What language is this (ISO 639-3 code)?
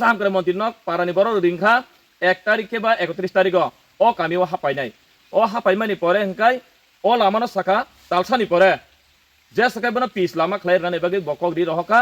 trp